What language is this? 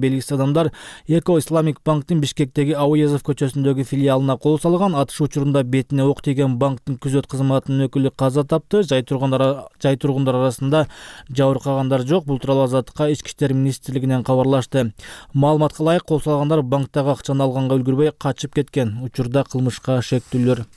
Kyrgyz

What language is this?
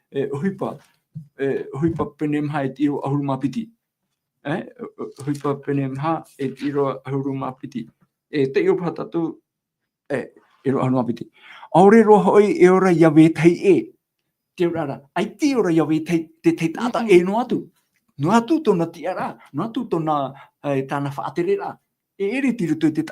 Tahitian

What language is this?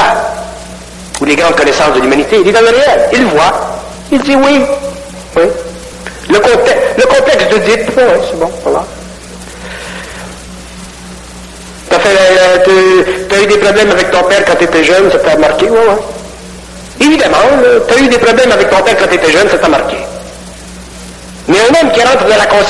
French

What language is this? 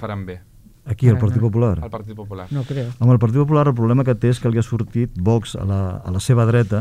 Catalan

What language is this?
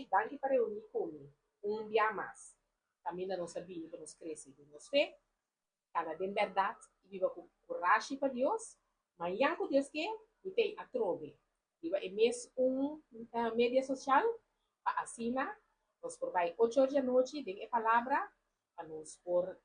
Papiamento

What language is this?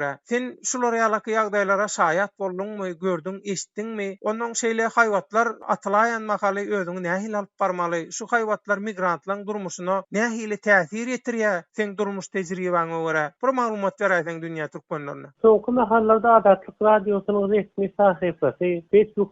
Turkmen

